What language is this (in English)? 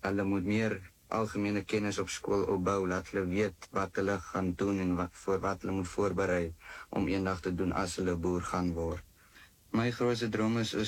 Afrikaans